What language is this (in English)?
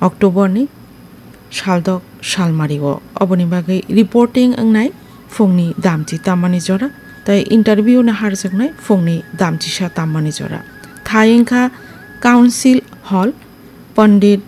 Kok Borok